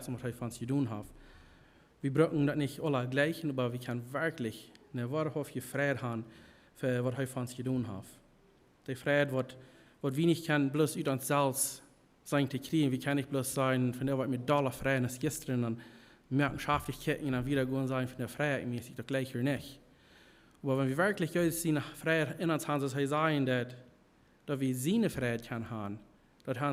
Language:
Plautdietsch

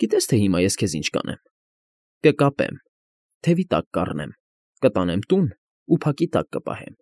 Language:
Armenian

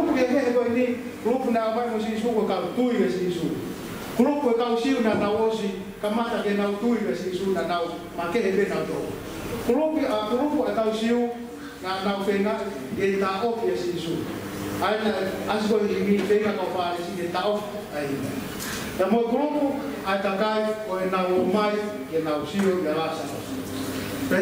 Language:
Tongan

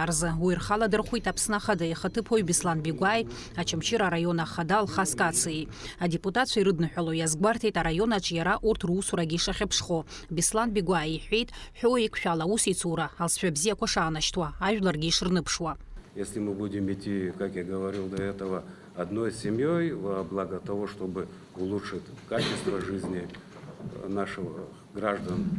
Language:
Abkhazian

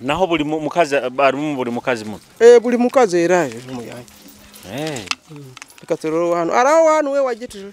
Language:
Nyoro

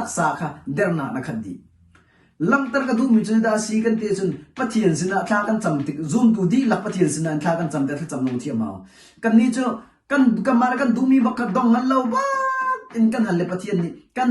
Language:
Hakha Chin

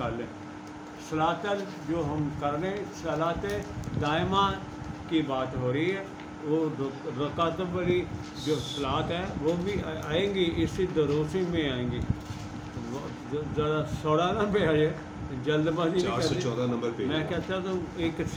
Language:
Urdu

